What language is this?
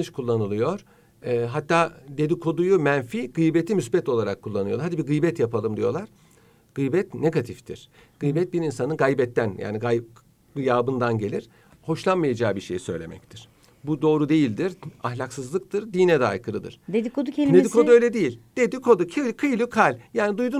Turkish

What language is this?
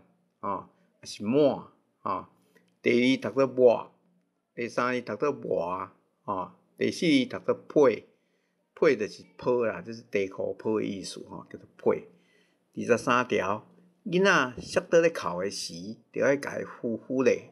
Min Nan Chinese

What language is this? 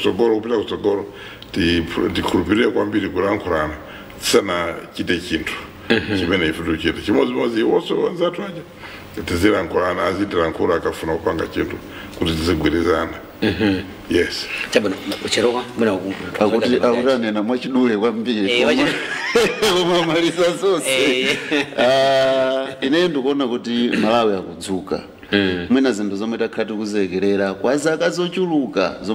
Nyanja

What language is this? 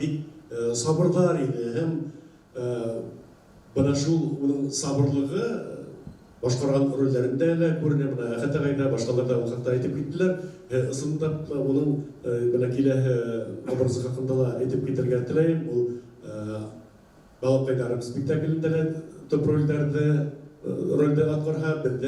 Bashkir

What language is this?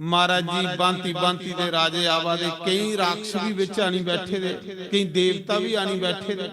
Dogri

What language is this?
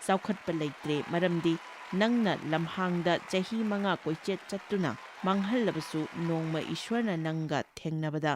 Manipuri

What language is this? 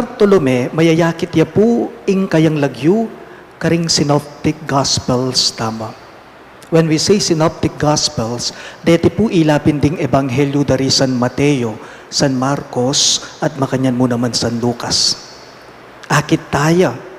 Pampanga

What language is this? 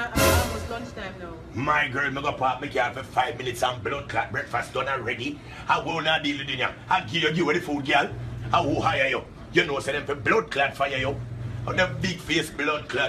Jamaican Creole English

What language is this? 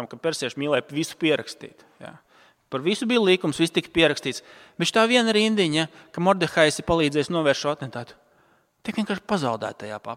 Latvian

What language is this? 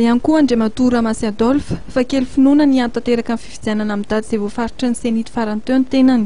Malagasy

